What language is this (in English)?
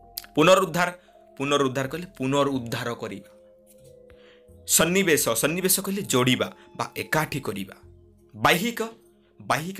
Odia